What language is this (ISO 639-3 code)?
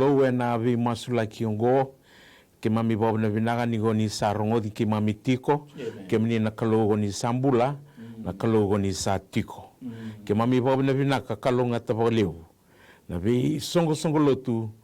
fij